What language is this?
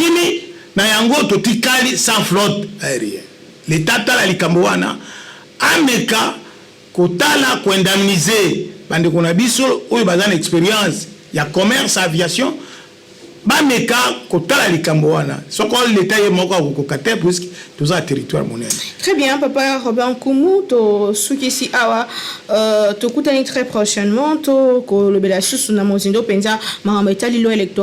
Lingala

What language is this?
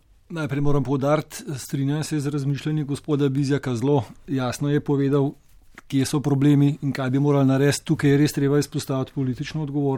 Slovenian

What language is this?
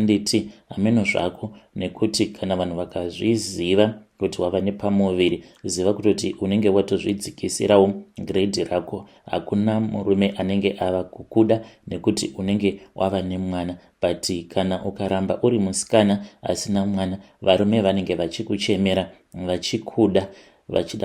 Shona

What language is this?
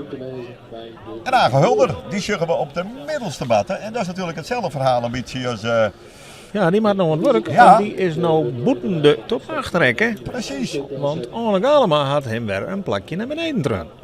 Western Frisian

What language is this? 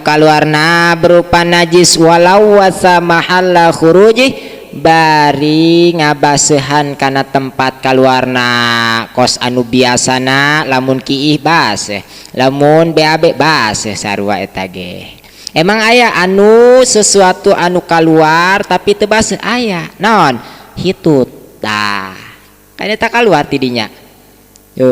Sundanese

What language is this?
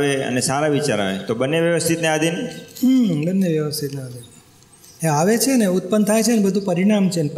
Gujarati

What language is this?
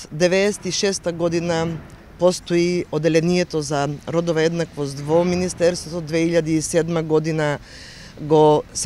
Macedonian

